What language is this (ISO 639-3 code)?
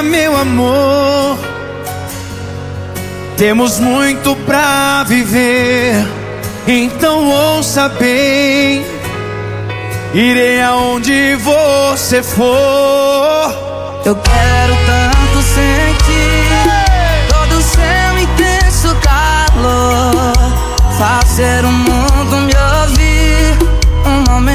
por